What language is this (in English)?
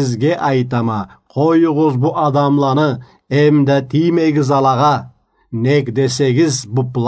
Karachay-Balkar